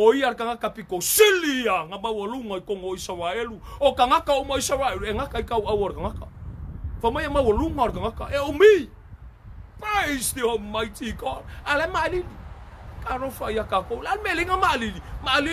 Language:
Samoan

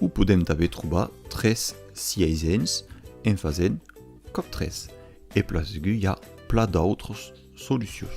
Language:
Occitan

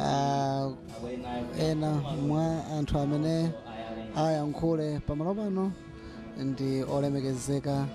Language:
Nyanja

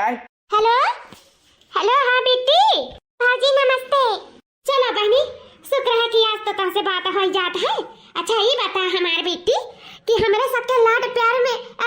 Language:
Awadhi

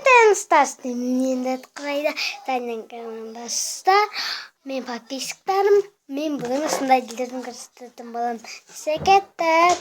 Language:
Kazakh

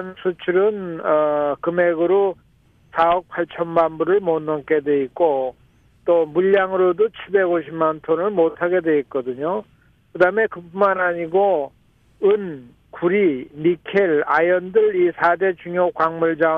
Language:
Korean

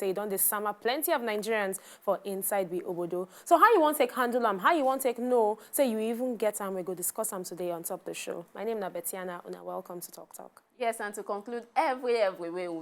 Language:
Nigerian Pidgin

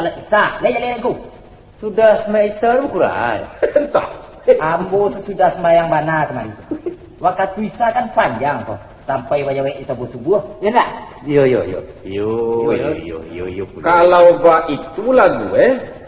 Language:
Minangkabau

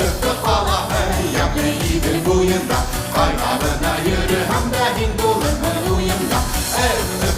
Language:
Bashkir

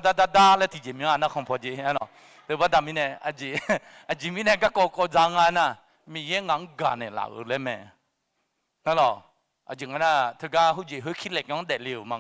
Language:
Akha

